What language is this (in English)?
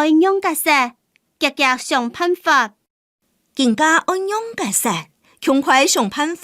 Hakka Chinese